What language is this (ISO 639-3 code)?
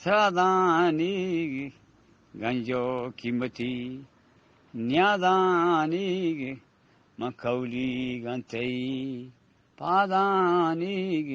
bgp